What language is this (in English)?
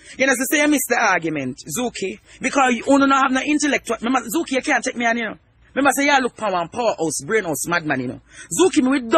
Jamaican Creole English